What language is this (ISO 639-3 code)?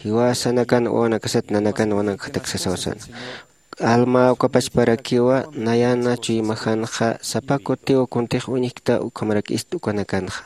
aym